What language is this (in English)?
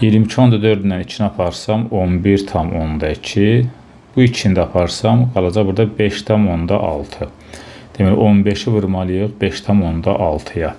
Azerbaijani